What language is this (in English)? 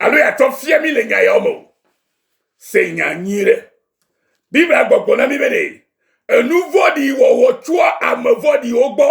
Ewe